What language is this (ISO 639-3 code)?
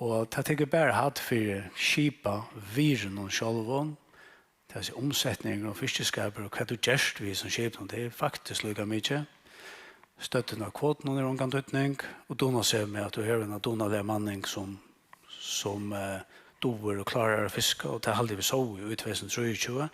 fao